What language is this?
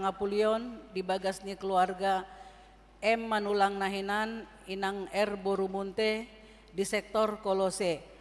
Batak Toba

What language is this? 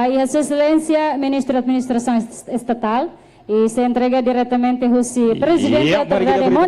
Tetum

